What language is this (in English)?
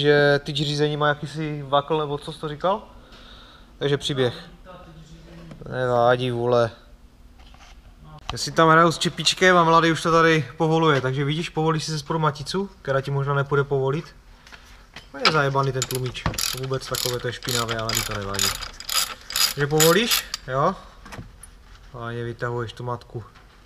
Czech